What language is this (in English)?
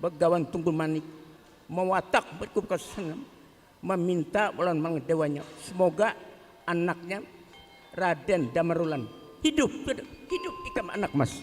Banjar